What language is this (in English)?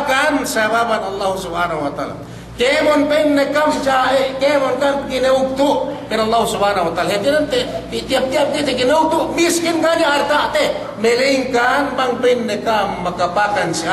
Yakan